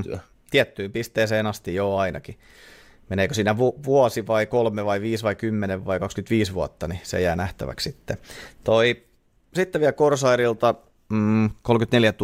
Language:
Finnish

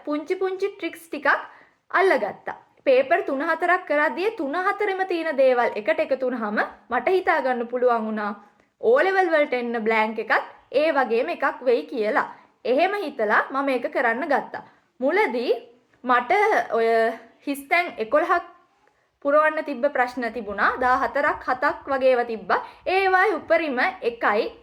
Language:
Sinhala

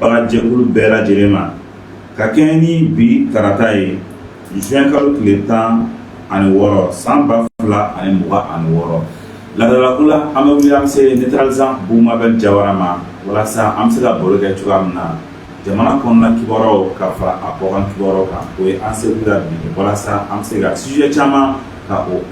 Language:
Bambara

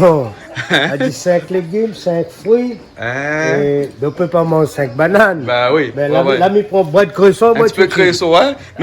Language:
Réunion Creole French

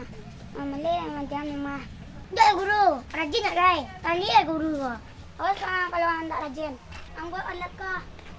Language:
Minangkabau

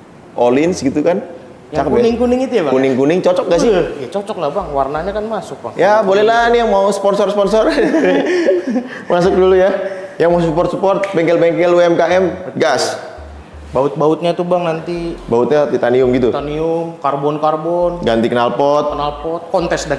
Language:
Indonesian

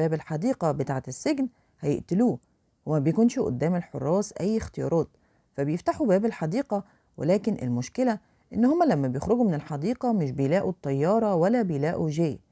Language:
Egyptian Arabic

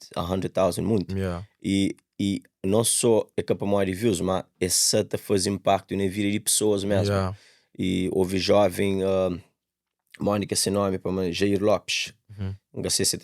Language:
Kabuverdianu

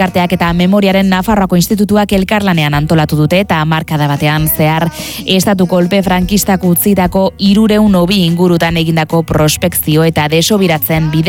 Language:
Basque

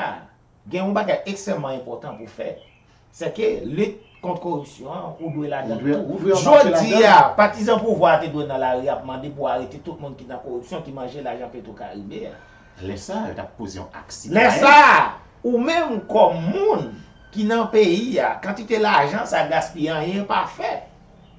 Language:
Haitian Creole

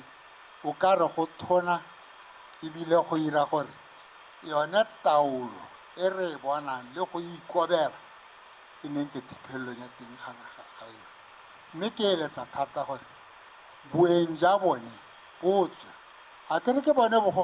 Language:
Tswana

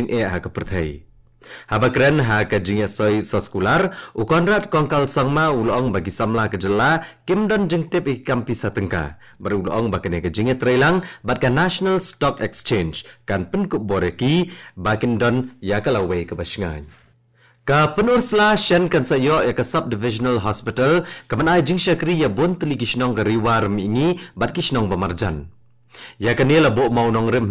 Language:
Khasi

